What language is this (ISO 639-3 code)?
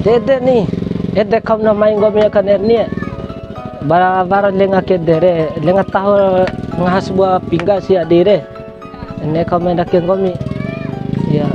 bhp